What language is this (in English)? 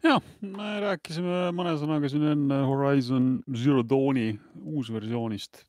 Estonian